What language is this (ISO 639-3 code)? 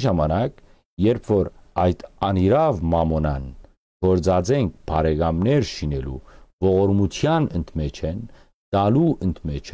hyw